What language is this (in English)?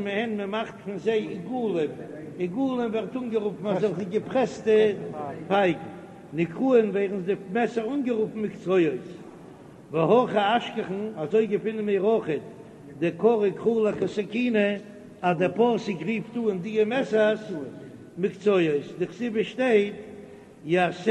Yiddish